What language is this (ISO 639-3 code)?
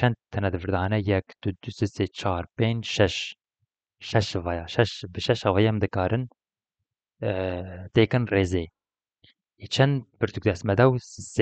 kur